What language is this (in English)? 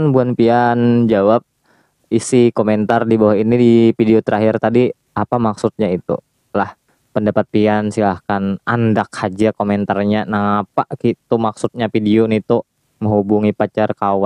Banjar